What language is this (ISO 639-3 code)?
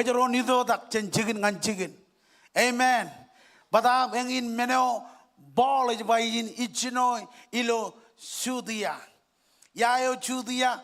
mah